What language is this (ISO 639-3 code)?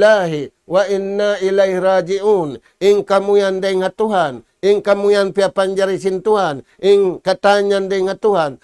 tsg